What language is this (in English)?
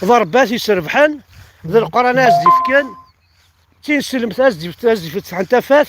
Kabyle